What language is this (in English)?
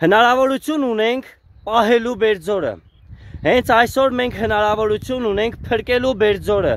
Armenian